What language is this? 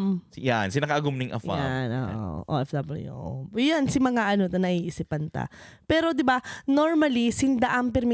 Bikol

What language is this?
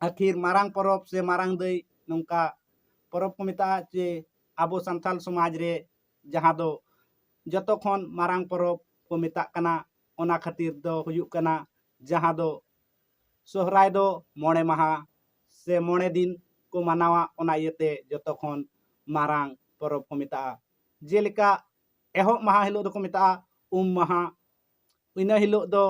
Santali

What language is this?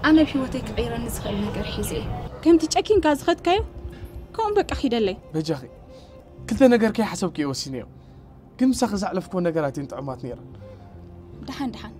Tigrinya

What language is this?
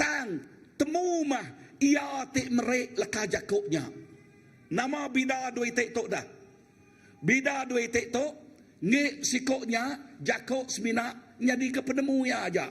Iban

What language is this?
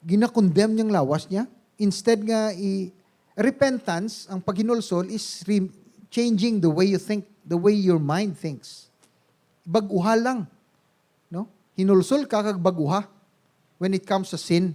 Hiligaynon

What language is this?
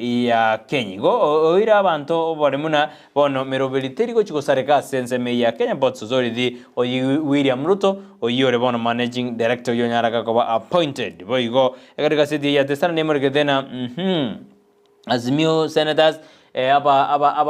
Gusii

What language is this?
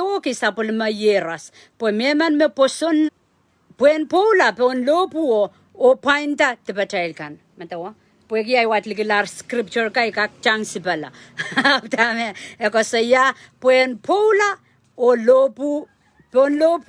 Pohnpeian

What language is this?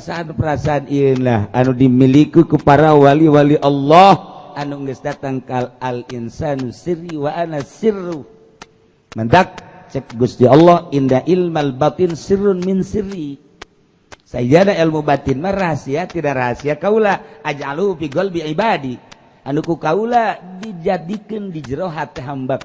Sundanese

